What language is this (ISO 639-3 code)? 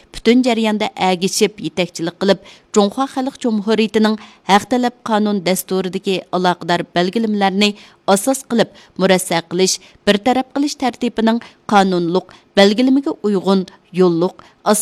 uig